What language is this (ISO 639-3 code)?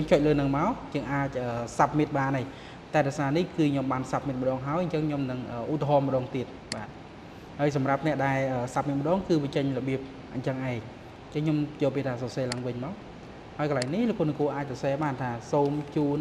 khm